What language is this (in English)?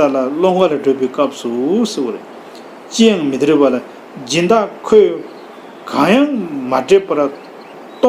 Tibetan